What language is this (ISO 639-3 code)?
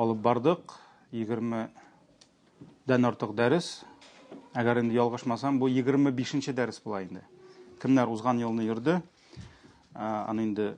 tat